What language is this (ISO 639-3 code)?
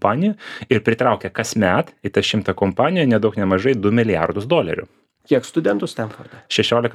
lit